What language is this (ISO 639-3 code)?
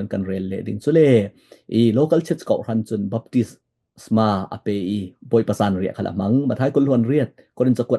cfm